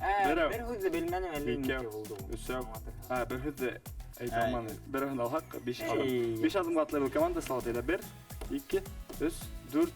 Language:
Bashkir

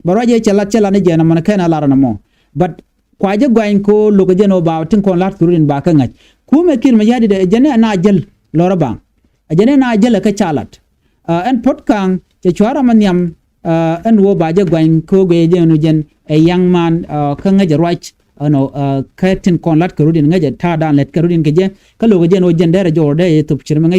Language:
Nuer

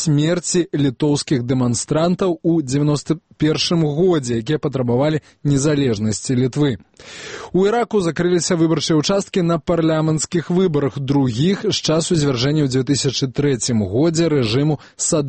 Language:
Belarusian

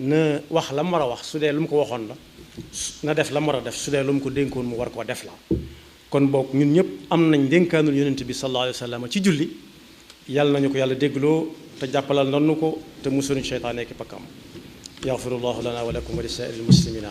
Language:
Wolof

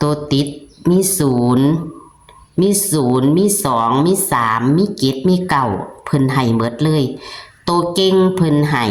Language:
Northeastern Thai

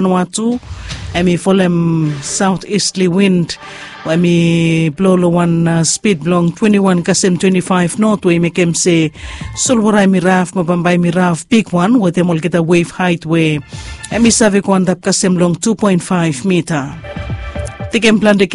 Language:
Bislama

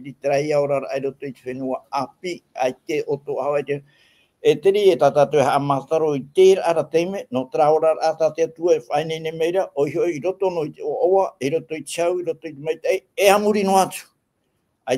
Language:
Tahitian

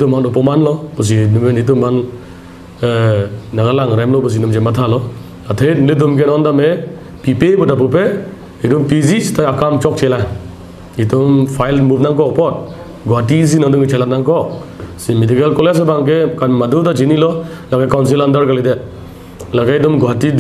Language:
Karbi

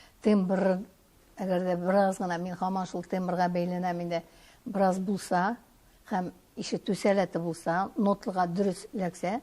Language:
Tatar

